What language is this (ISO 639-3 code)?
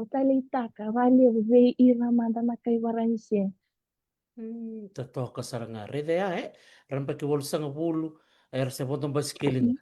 fij